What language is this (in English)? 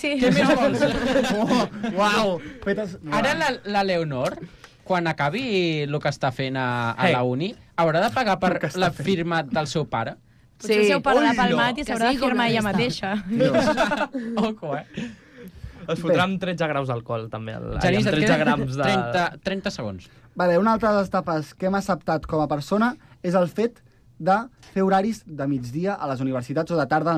Catalan